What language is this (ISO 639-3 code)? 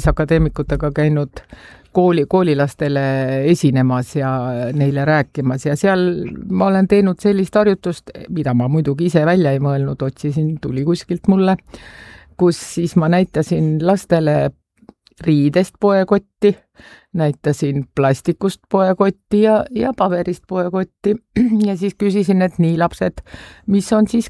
est